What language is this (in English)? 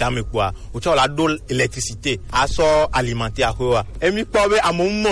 Gen